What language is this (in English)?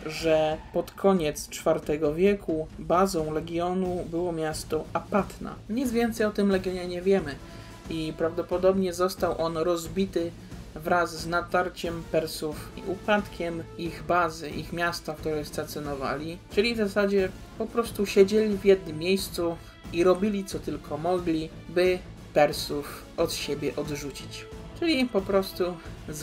Polish